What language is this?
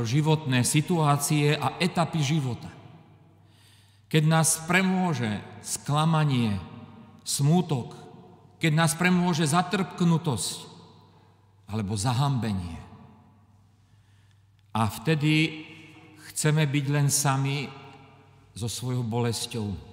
Slovak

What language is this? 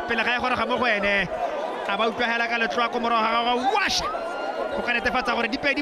Tswana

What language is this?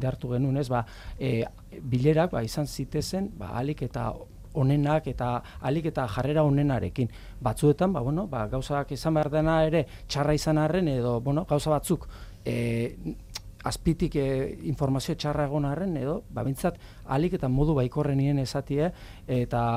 Basque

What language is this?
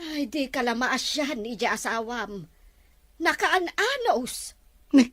Iloko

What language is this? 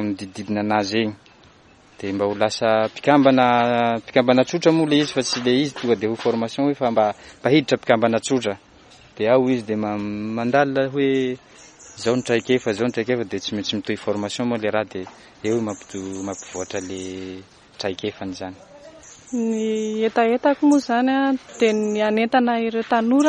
Malagasy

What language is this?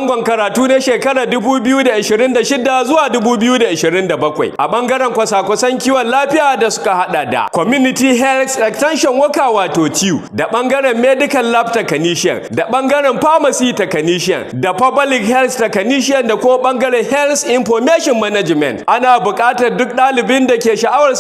Hausa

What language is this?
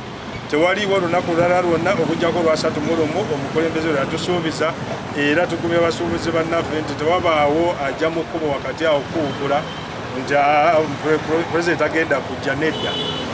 Ganda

